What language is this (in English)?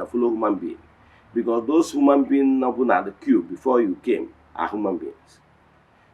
Igbo